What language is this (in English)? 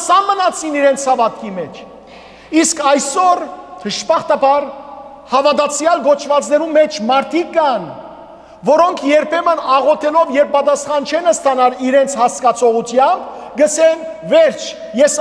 Western Armenian